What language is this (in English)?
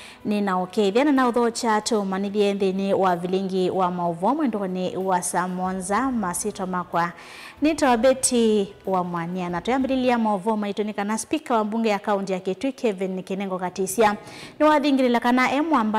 Kamba